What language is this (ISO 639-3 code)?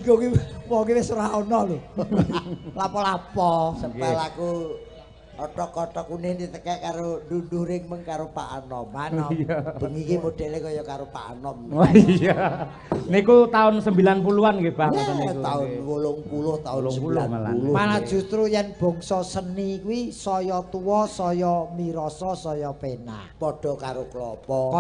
jav